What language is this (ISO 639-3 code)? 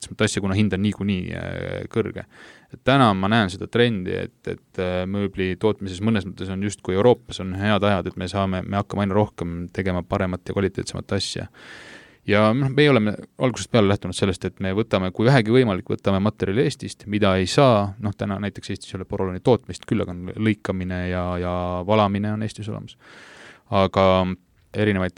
est